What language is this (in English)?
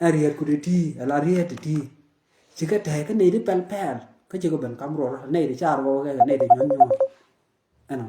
Nuer